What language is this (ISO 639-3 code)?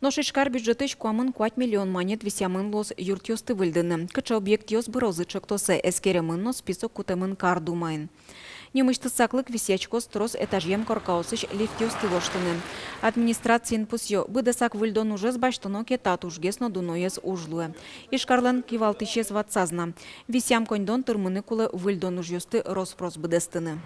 udm